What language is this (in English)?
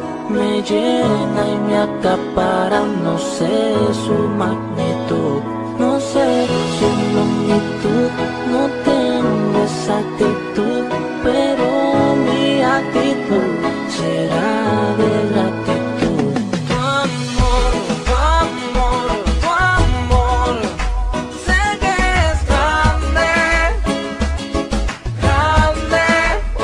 Spanish